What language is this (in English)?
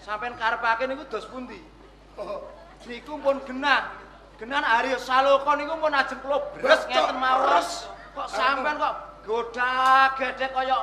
Javanese